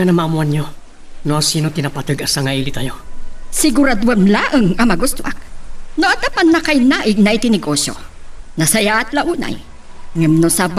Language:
Iloko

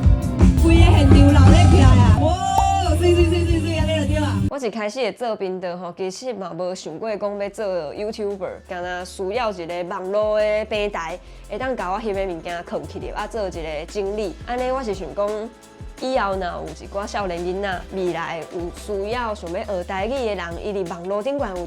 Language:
Min Nan Chinese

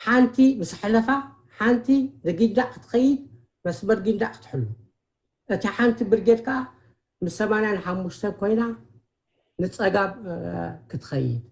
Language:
Tigrinya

